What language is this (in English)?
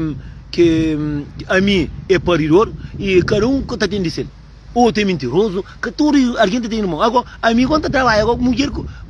Kabuverdianu